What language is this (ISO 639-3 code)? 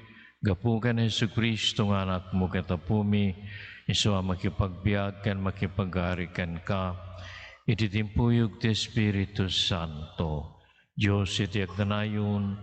ilo